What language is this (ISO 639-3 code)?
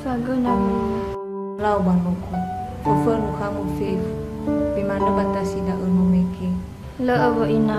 nia